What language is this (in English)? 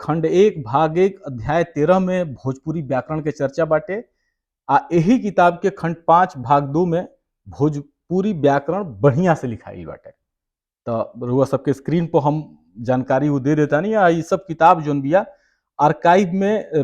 Bhojpuri